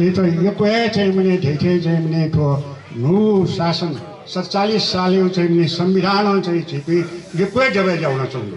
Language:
Newari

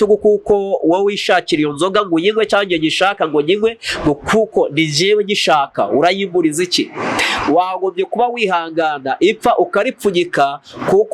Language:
Kinyarwanda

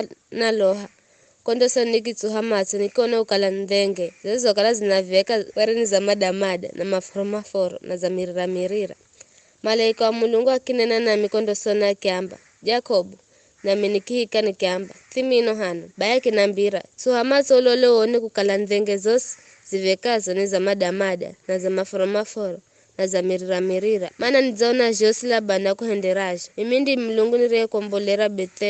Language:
Giryama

